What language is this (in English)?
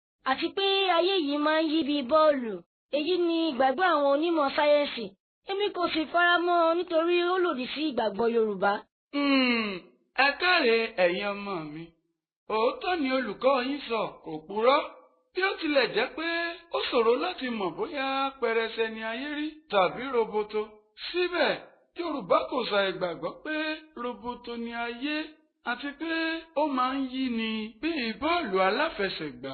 Yoruba